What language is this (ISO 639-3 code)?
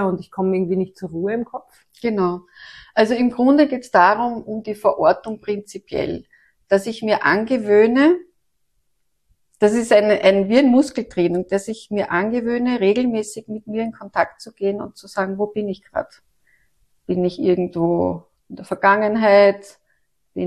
deu